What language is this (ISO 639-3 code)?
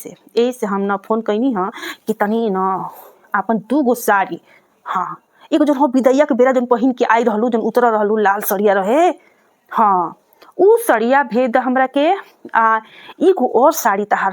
bho